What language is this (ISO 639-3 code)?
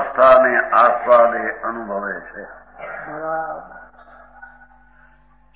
guj